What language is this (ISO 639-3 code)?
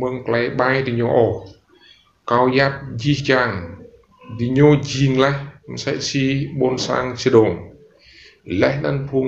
rad